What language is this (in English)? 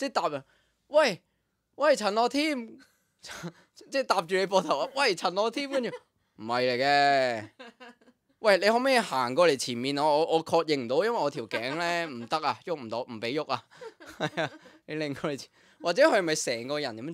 Cantonese